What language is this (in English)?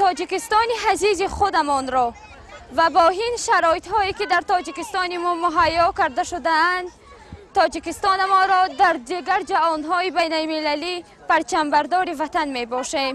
Tajik